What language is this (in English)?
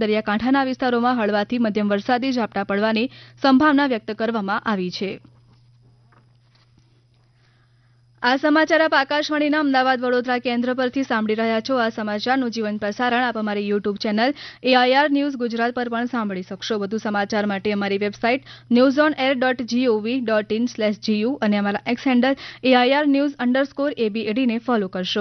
Gujarati